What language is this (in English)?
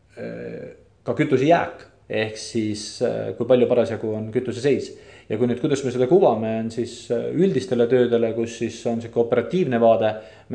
Estonian